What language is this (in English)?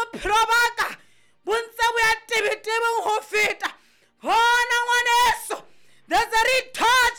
Southern Sotho